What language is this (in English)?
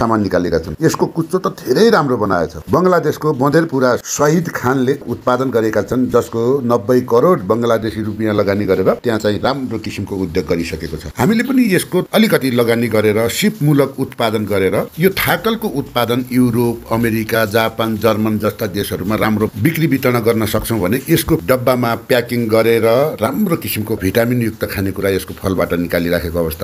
Nepali